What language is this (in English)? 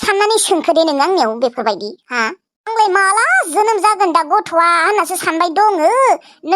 Bodo